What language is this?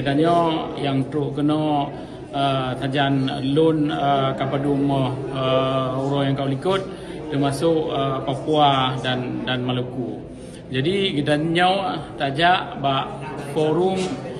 Achinese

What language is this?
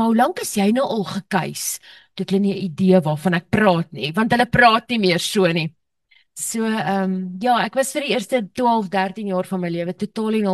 Afrikaans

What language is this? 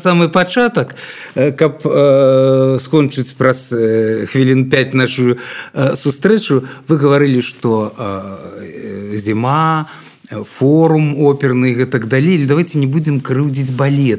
Belarusian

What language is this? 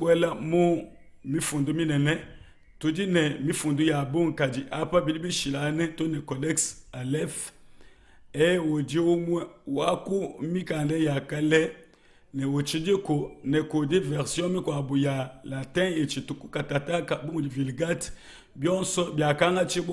Luba-Lulua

